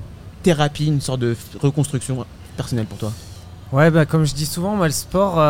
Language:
French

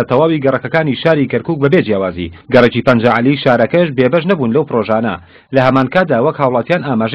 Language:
Central Kurdish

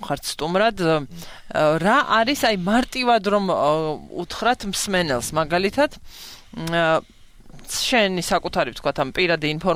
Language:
Georgian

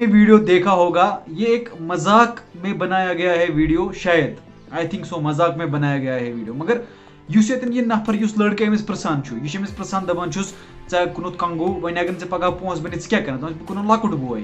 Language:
Kashmiri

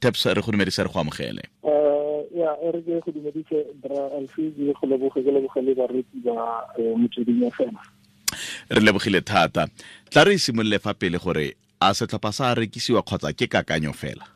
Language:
Tswana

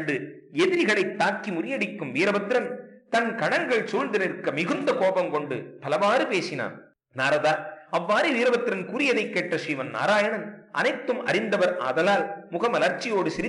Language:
Tamil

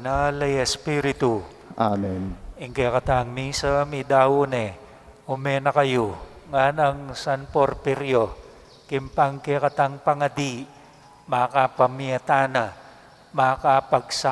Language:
Pampanga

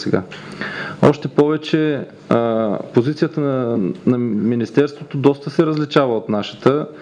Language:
Bulgarian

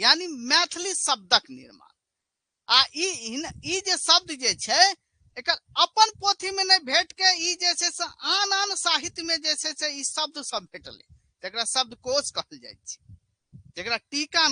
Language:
Maithili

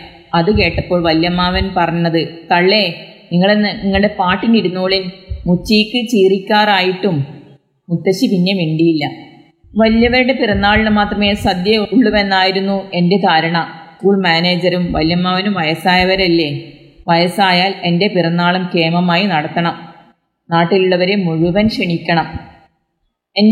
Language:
Malayalam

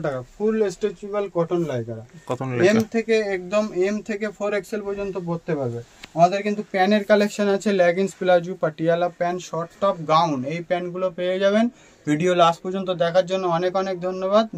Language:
Bangla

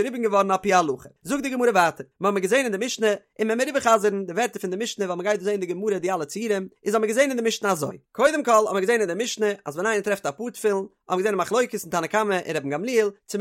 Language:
Yiddish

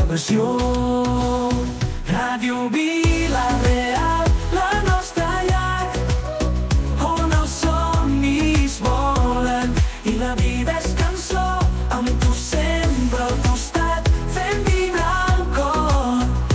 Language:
Catalan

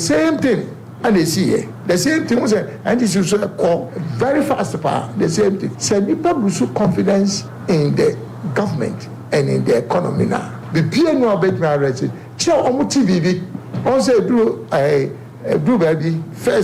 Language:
Akan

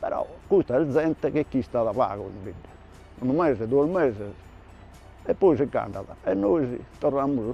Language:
Sardinian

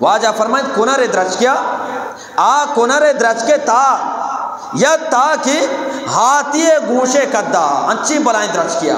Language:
Eastern Balochi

